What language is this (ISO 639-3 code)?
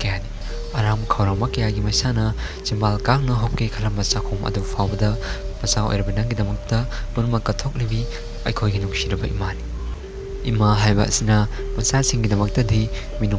mni